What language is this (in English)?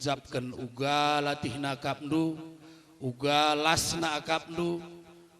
Batak Karo